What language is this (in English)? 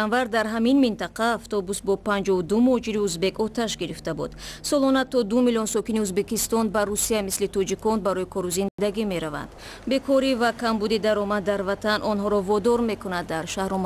Tajik